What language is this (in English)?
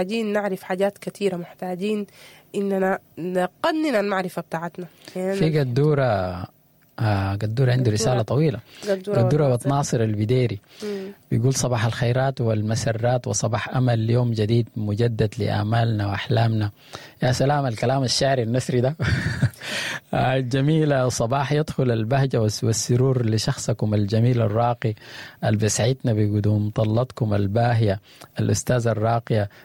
Sudanese Arabic